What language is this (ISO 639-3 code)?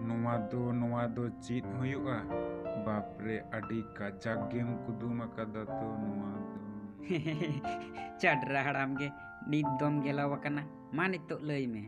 sat